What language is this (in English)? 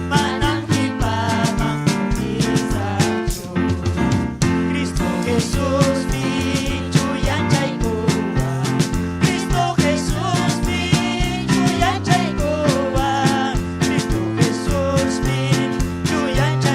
Ayacucho Quechua